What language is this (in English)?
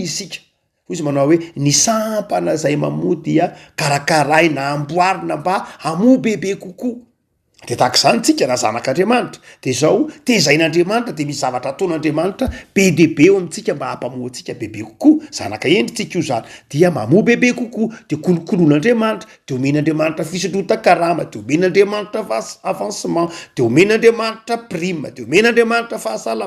Malagasy